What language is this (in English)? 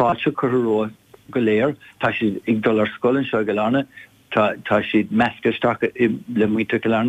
Irish